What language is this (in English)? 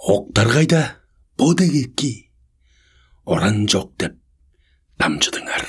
Tuvinian